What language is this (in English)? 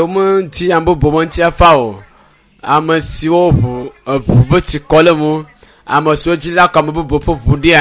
Ewe